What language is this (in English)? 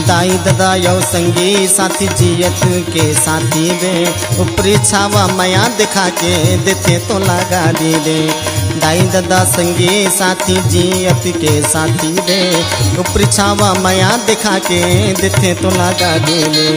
Chhattisgarhi